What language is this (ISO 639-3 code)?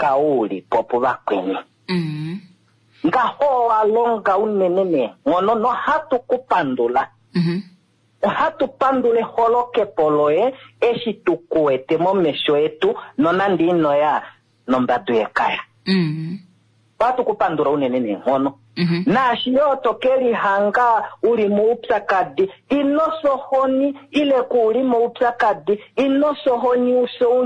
kua